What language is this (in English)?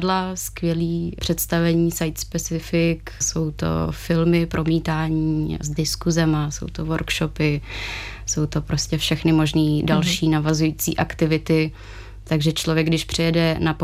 Czech